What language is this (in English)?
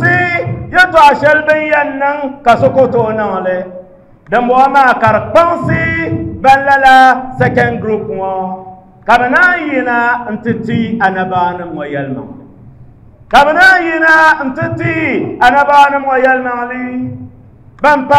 Dagbani